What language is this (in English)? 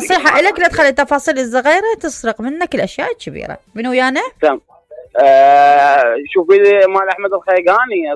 Mesopotamian Arabic